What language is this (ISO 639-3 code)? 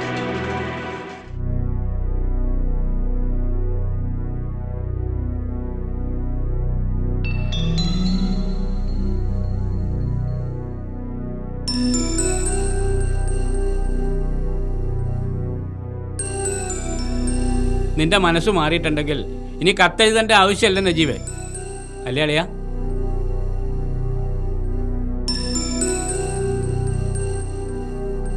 mal